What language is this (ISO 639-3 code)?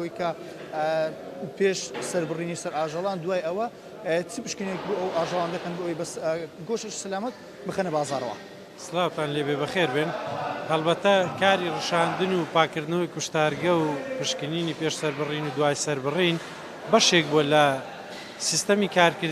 ckb